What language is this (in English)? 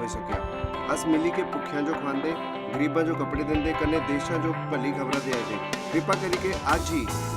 Dogri